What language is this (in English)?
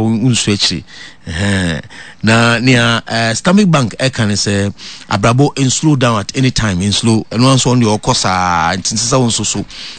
Akan